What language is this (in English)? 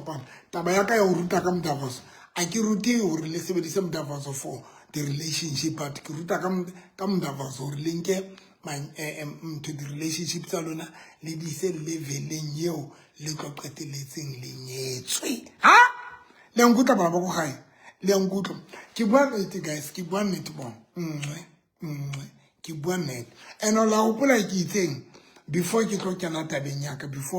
Southern Sotho